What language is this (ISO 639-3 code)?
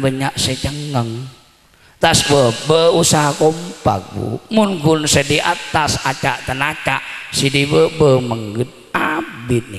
mad